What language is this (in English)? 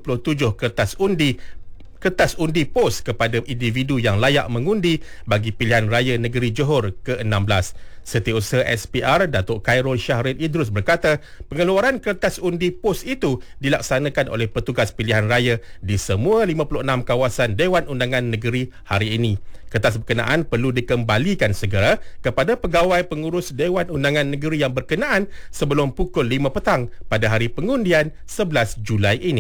Malay